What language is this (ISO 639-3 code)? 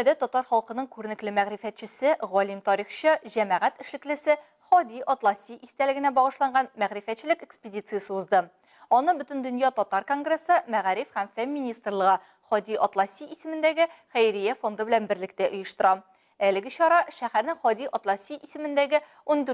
tat